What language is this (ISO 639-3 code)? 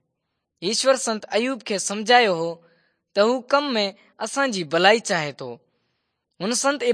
snd